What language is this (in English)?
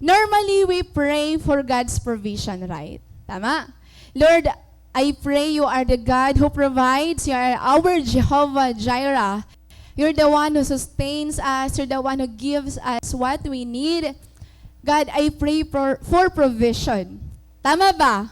Waray